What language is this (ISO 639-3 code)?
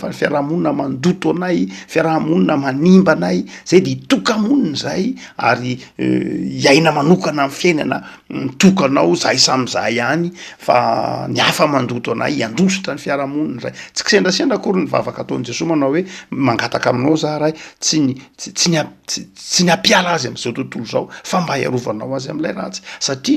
mlg